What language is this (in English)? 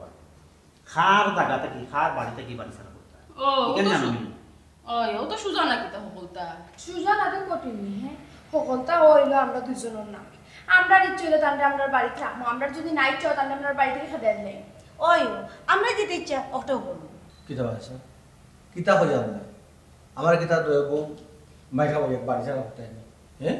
Sylheti